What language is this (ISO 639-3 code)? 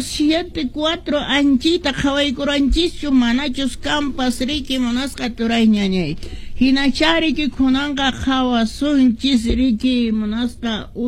que